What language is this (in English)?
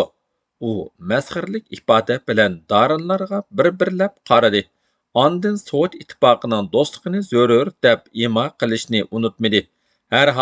Uyghur